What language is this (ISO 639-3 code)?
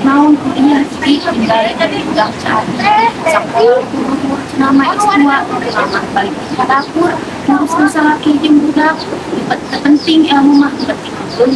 sun